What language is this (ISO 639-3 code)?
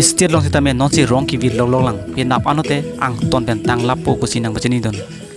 mjw